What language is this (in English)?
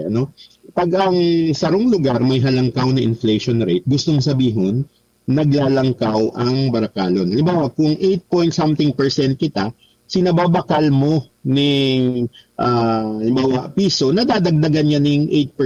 Bikol